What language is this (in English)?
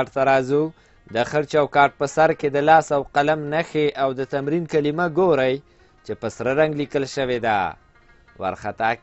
Pashto